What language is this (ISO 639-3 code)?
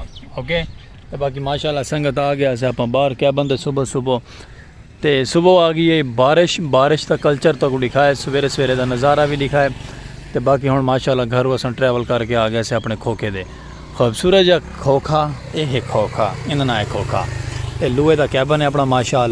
skr